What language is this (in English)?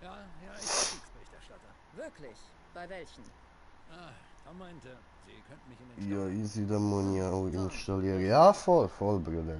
Swiss German